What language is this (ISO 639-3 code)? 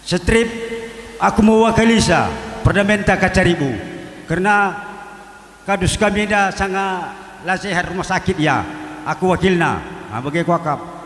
btx